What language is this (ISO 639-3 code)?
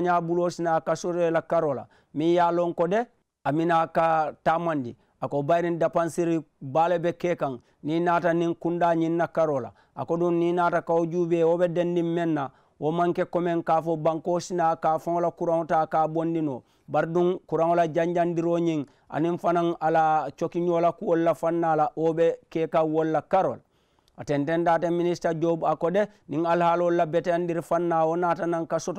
man